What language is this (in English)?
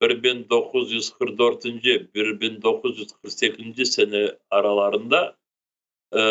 Crimean Tatar